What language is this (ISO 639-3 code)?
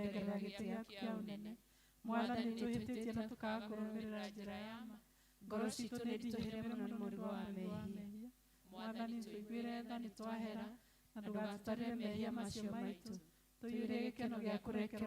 kik